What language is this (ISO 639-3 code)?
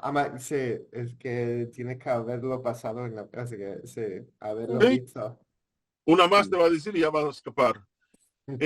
lad